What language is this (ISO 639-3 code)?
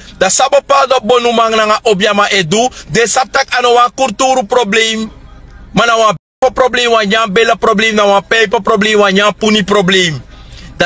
srn